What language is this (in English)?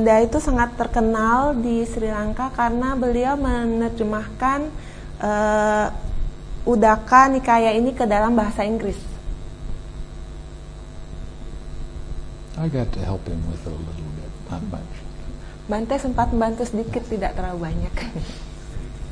Indonesian